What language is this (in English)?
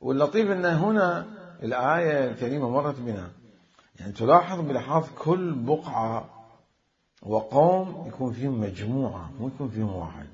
Mesopotamian Arabic